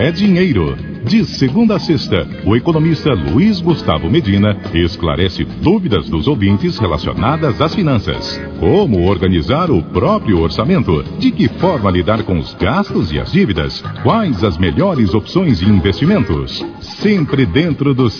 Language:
Portuguese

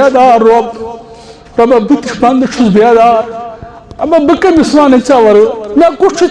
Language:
Kashmiri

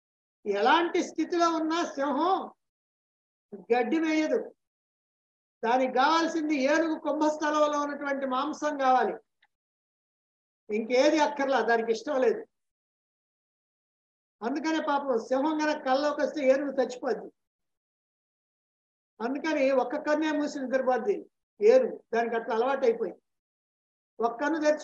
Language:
Telugu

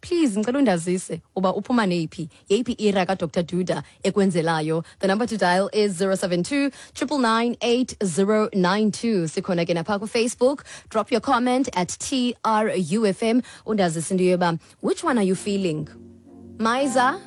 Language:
Xhosa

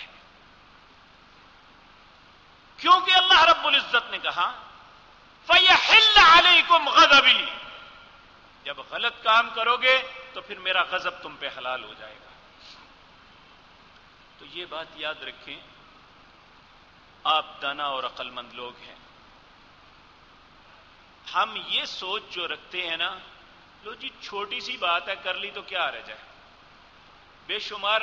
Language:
Urdu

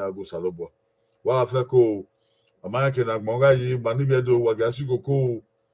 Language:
Bini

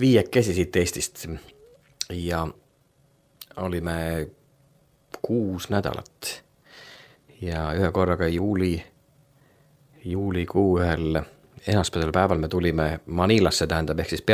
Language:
Estonian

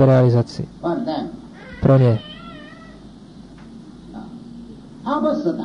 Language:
Czech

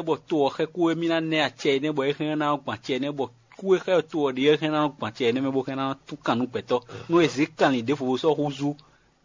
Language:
Fon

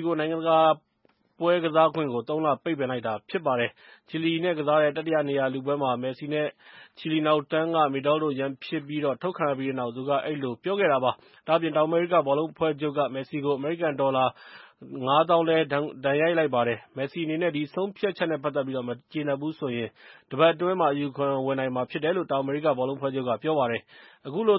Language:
Burmese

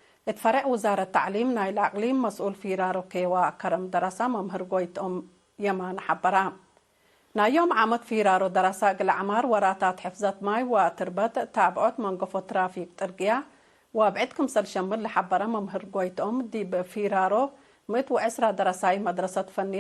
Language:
Tigre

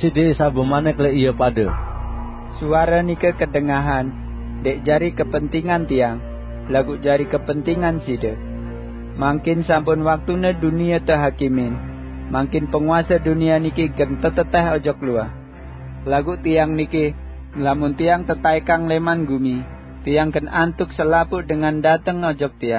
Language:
Sasak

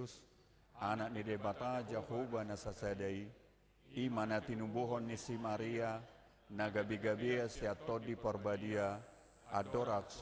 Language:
Batak Toba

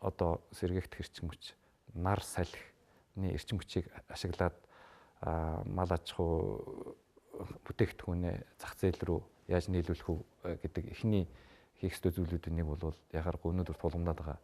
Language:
Mongolian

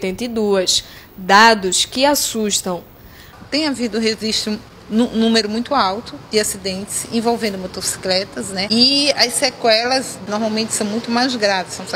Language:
Portuguese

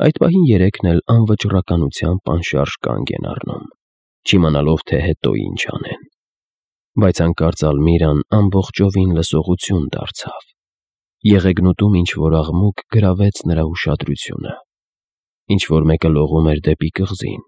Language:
Armenian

